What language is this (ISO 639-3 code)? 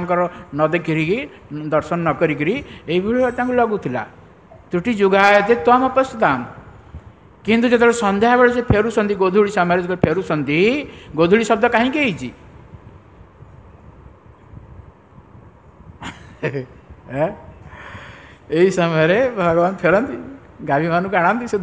ori